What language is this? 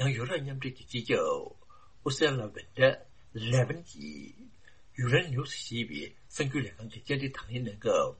Tibetan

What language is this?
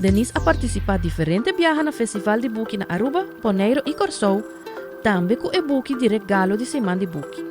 Papiamento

